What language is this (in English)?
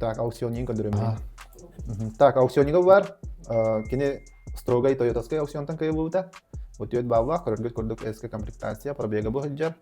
Yakut